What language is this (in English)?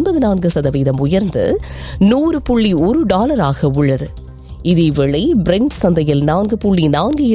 Tamil